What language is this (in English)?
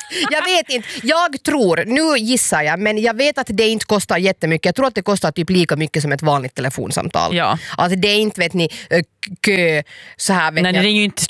Swedish